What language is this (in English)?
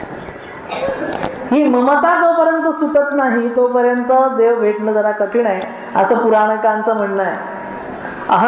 Marathi